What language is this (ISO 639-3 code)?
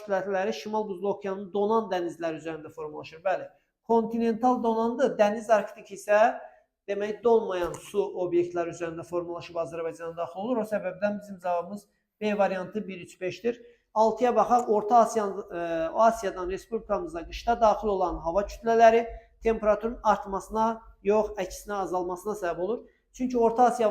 aze